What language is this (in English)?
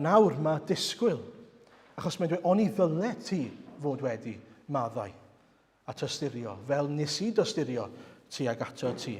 Welsh